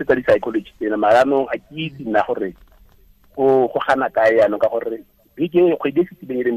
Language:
Tswana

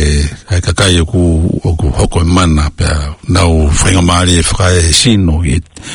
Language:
Tongan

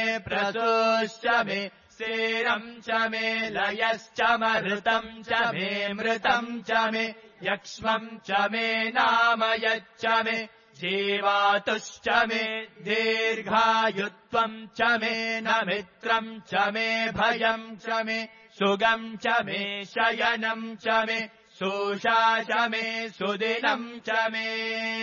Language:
Sanskrit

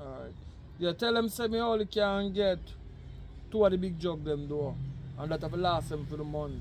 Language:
Jamaican Creole English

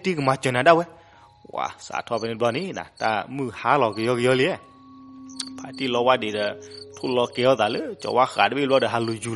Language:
S'gaw Karen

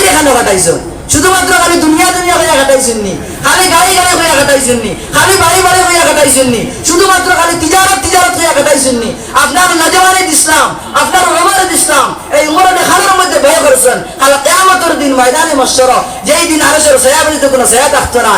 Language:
Sylheti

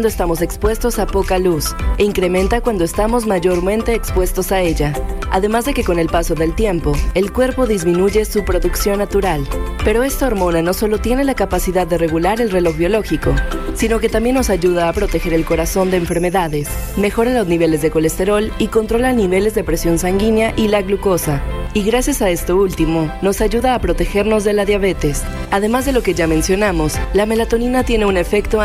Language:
Spanish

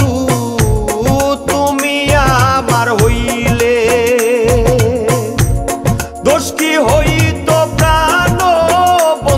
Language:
Bangla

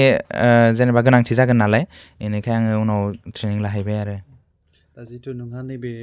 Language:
Bodo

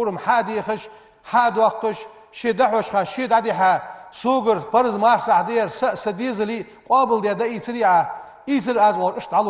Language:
Ingush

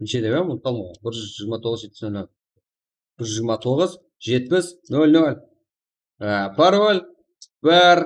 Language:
Kara-Kalpak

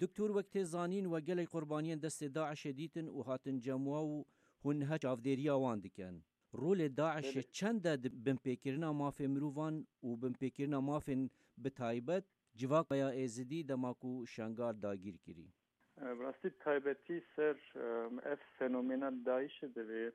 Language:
Kurdish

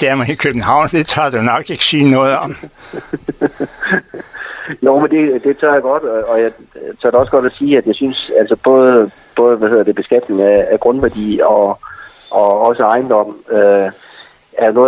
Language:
Danish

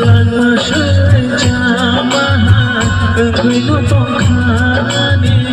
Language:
Kok Borok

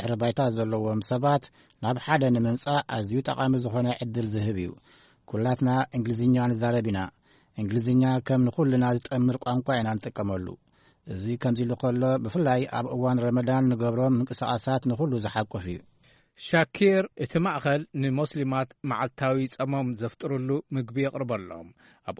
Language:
Tigrinya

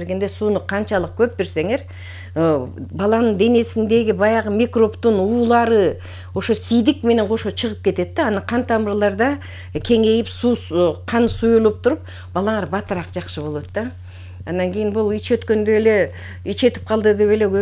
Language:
Kyrgyz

